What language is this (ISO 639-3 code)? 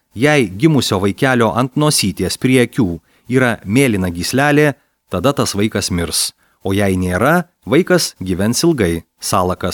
lit